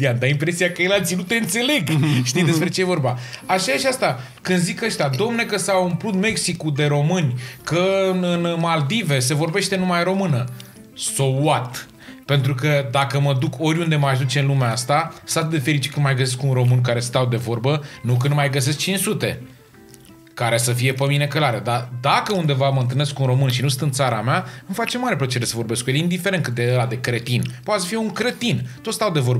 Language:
Romanian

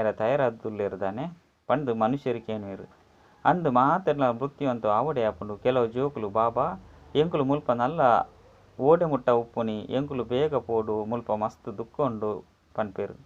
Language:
Tulu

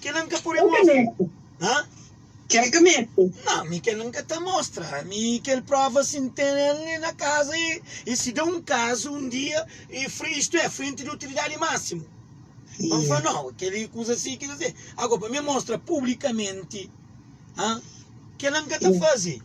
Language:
Kabuverdianu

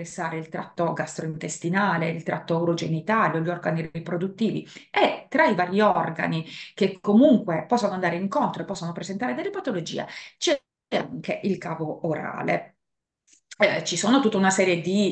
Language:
Italian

